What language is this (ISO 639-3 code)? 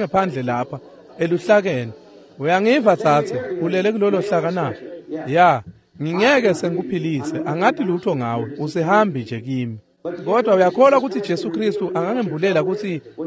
ssw